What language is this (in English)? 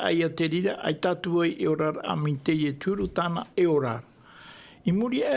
Tahitian